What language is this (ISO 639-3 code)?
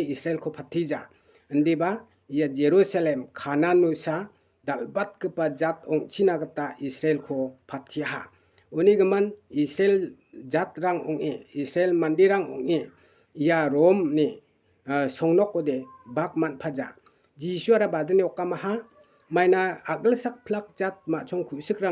grt